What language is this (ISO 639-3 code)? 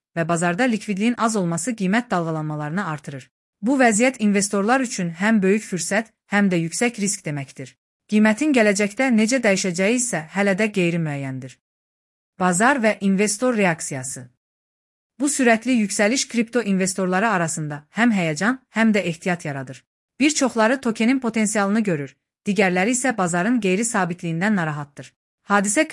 aze